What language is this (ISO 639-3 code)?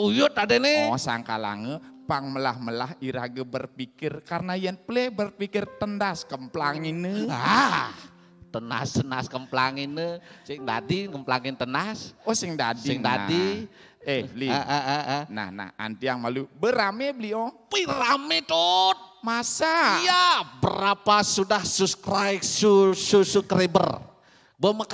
ban